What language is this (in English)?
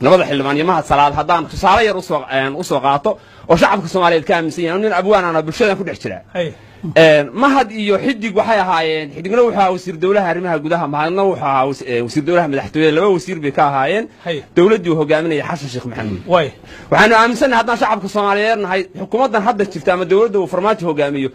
Somali